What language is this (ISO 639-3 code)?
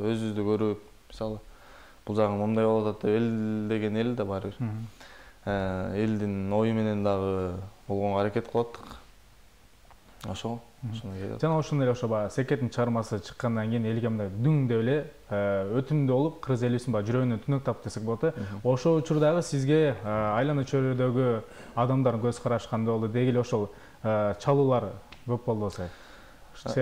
kir